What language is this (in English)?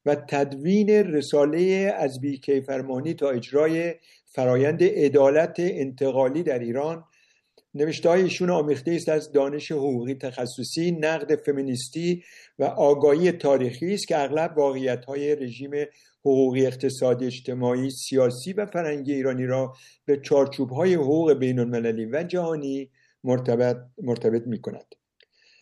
Persian